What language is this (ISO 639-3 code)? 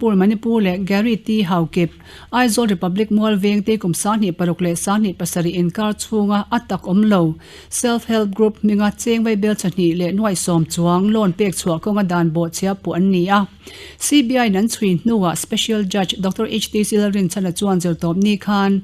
lus